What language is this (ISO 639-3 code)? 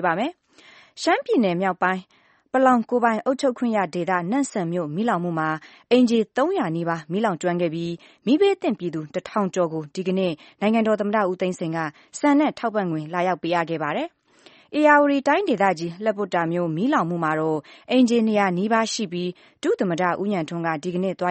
mya